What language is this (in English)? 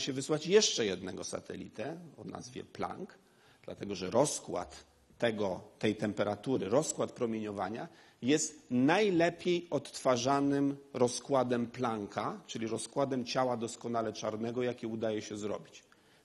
Polish